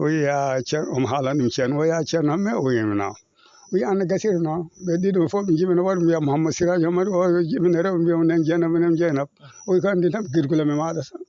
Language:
Fula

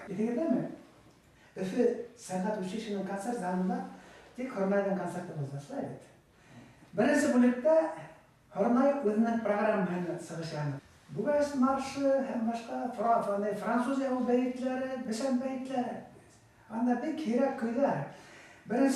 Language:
Bashkir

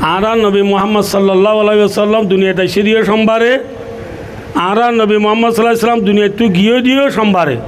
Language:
Rohingya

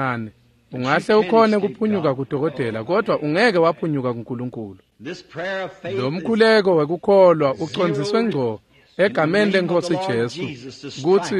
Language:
Swati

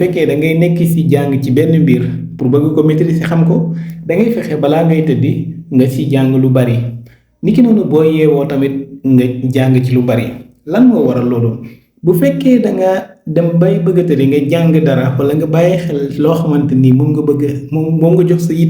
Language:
Wolof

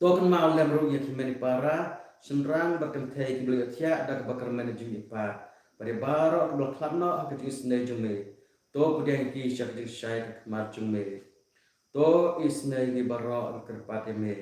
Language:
Khasi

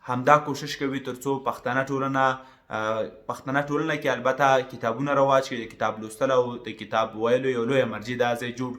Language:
Pashto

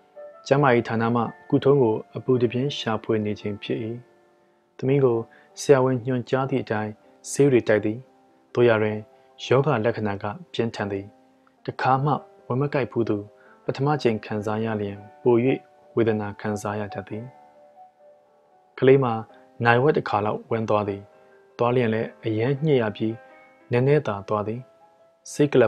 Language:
Burmese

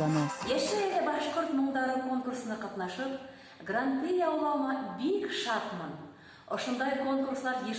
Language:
Bashkir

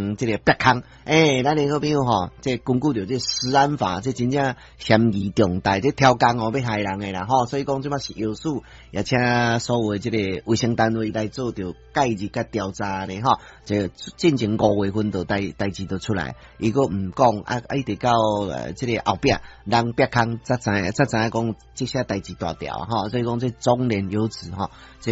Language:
Min Nan Chinese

